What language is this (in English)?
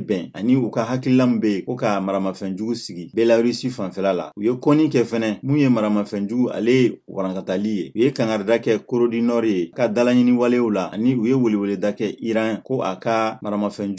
Bambara